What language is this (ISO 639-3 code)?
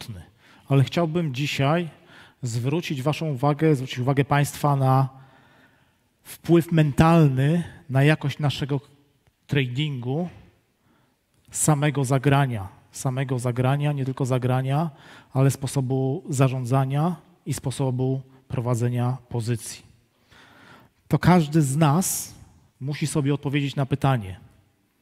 pol